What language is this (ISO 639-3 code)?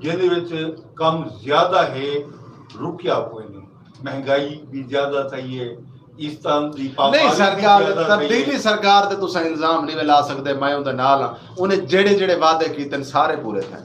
skr